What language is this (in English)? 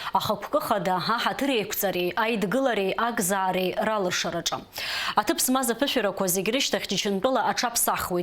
Abkhazian